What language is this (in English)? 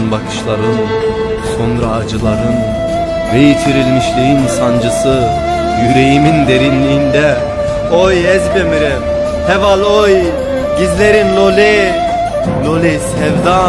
Kurdish